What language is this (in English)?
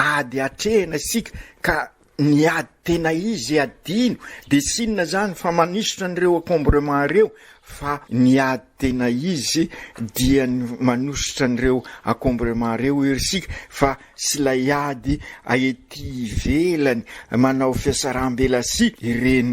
Malagasy